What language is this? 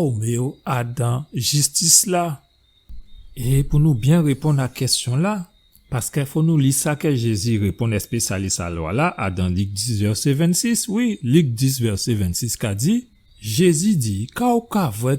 Guadeloupean Creole French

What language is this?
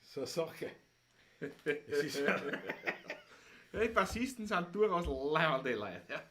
Bavarian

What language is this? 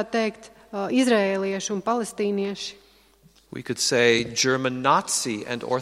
Latvian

